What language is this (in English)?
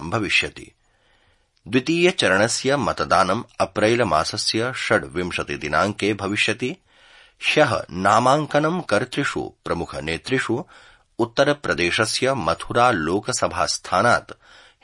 Sanskrit